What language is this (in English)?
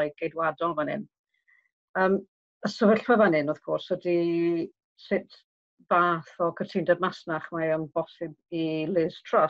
Welsh